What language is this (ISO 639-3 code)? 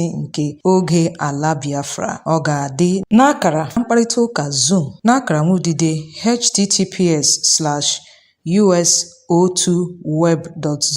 ibo